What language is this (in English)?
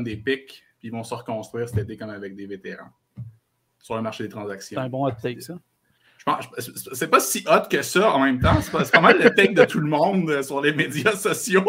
French